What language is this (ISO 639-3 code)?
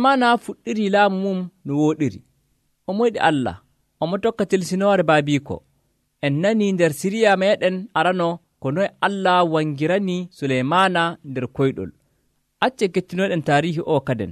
fuv